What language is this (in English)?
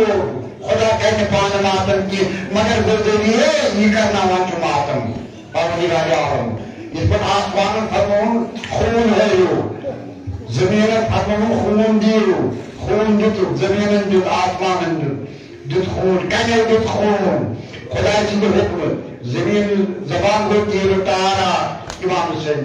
Kashmiri